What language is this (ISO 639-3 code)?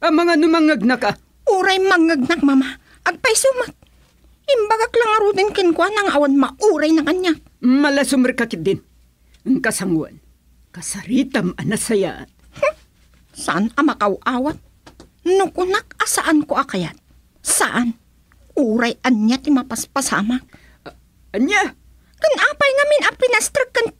ilo